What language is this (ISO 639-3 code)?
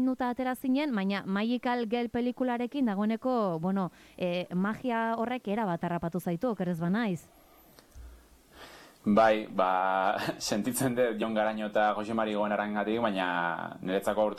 eus